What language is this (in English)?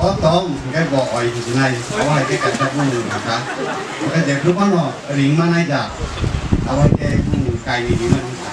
Kok Borok